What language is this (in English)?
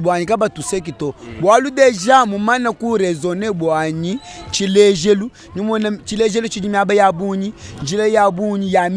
Luba-Lulua